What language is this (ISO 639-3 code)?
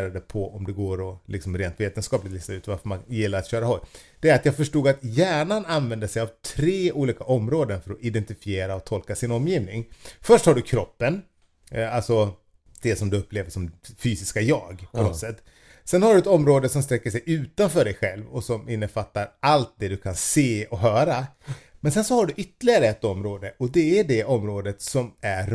swe